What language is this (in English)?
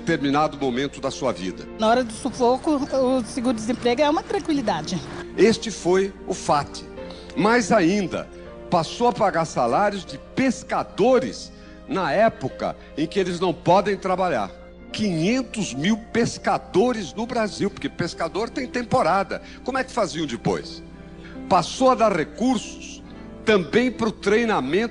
Portuguese